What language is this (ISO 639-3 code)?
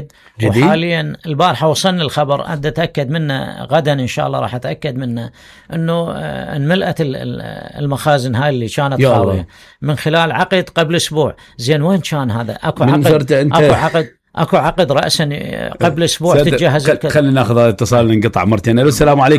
acm